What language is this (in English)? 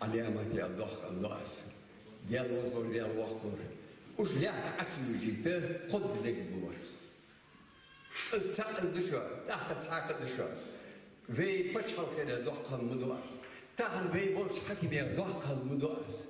Ingush